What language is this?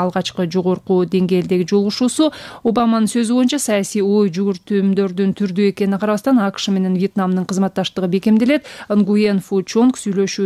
Kyrgyz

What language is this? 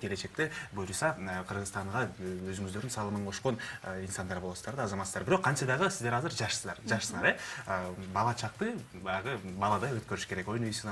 Kyrgyz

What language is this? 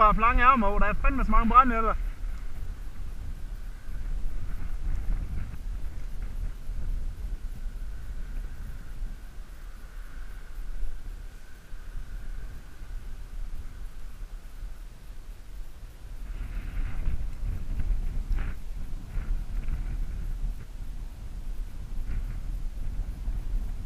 Danish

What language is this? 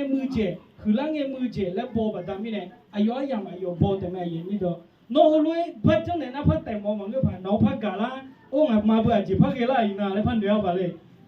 Akha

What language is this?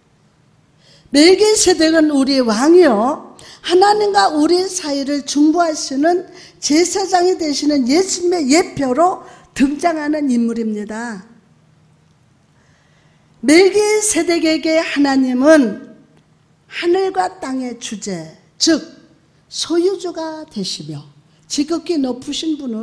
Korean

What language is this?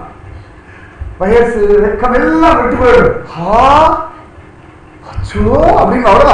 Tamil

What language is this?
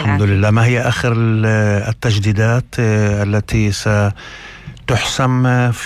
North Levantine Arabic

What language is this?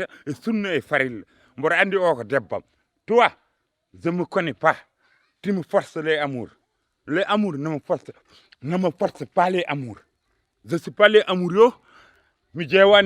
Fula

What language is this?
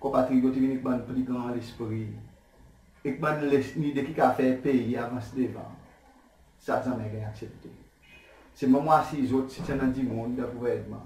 Seselwa Creole French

